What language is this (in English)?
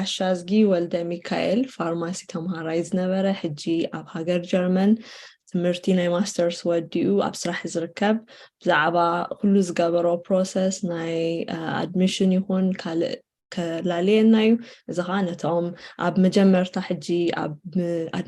Tigrinya